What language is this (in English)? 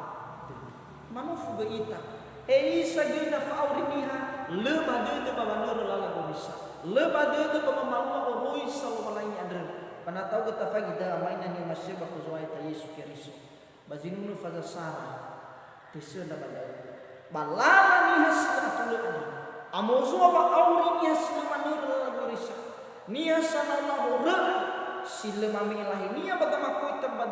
Nias